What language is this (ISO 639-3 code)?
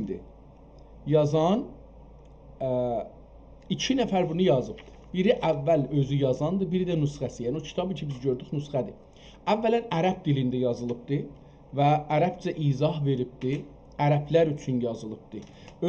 azb